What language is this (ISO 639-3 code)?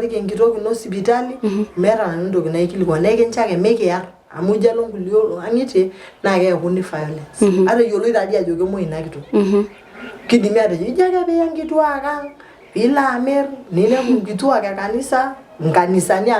mas